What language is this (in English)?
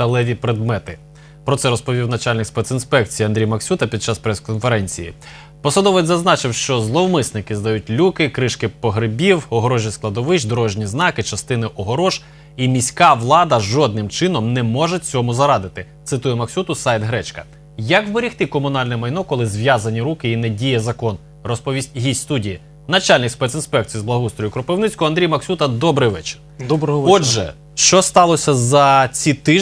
Ukrainian